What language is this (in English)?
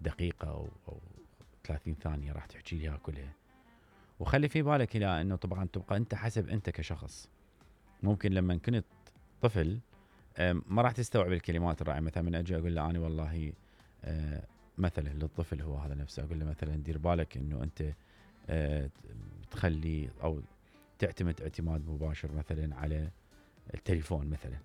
Mesopotamian Arabic